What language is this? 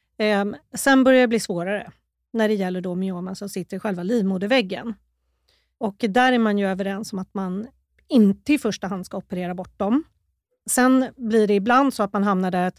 Swedish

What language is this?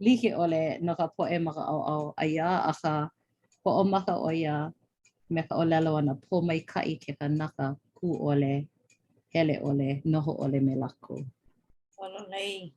Hawaiian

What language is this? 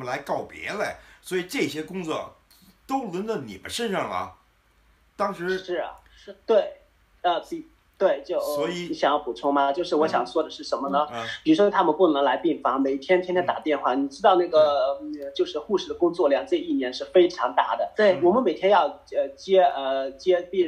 Chinese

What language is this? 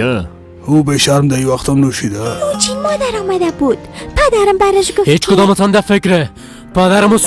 Persian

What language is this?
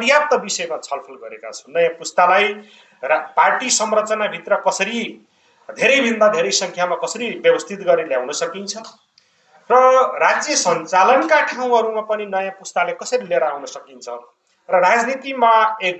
Nepali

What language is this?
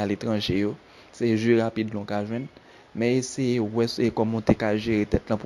Haitian Creole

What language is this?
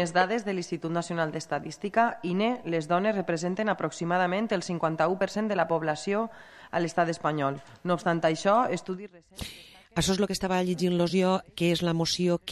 Catalan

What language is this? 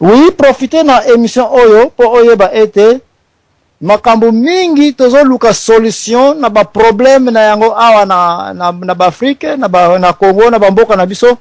Lingala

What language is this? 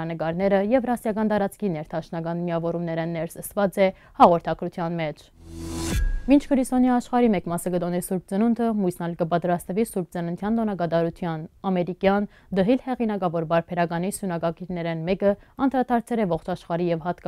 Western Armenian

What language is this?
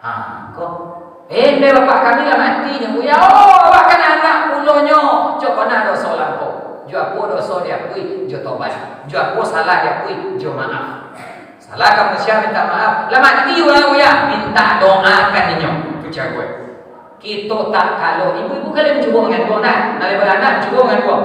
Minangkabau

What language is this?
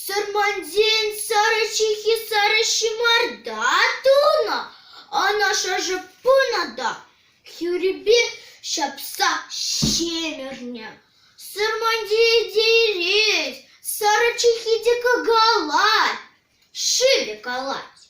Chuvash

